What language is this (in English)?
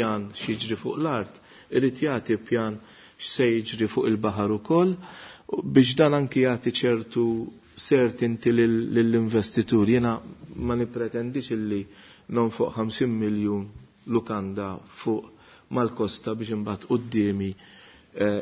Maltese